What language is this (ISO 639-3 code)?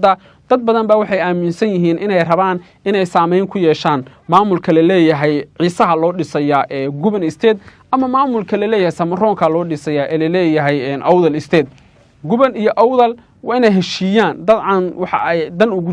som